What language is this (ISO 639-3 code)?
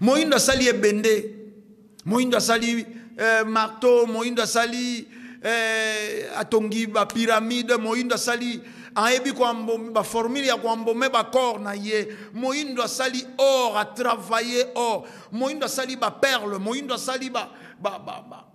lin